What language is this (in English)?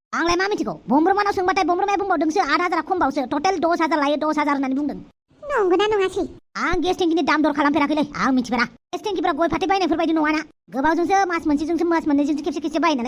Bodo